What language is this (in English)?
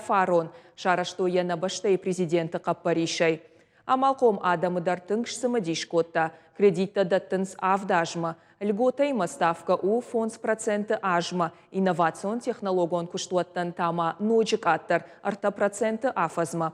Ossetic